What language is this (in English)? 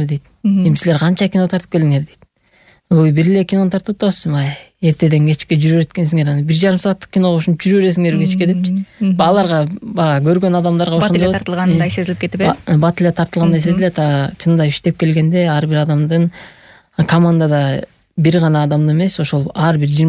Kyrgyz